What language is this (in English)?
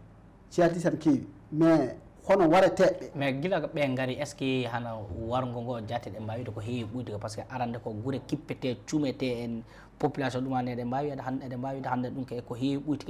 Fula